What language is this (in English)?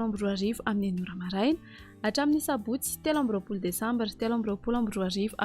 Malagasy